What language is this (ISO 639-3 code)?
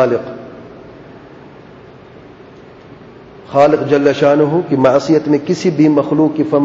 urd